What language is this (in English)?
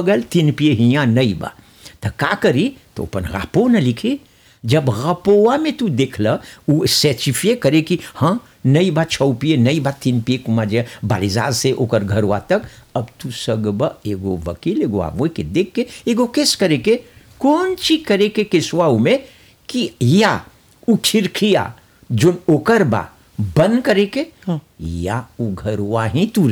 Bhojpuri